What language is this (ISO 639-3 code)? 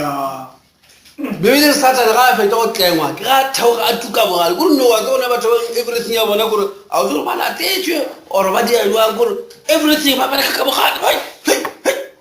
nso